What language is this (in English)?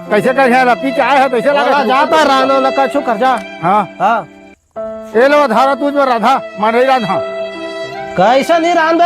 Chhattisgarhi